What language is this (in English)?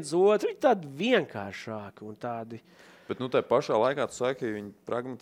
Latvian